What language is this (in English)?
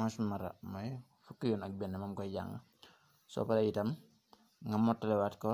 Wolof